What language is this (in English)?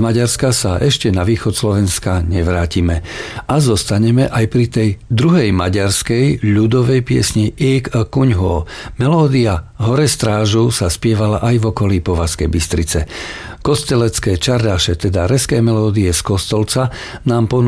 Slovak